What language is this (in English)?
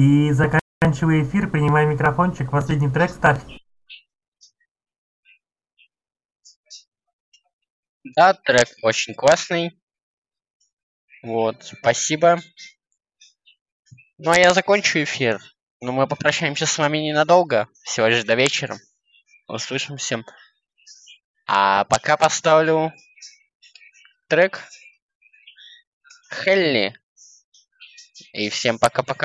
Russian